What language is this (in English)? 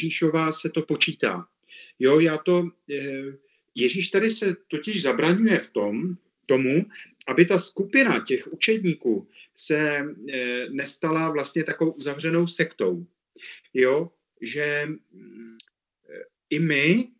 Czech